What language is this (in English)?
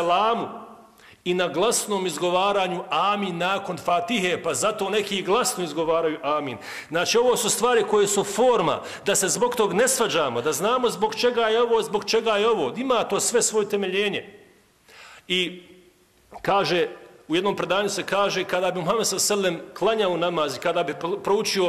Bosnian